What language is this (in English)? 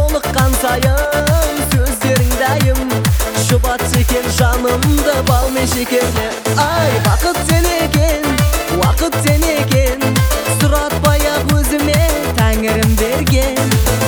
Kazakh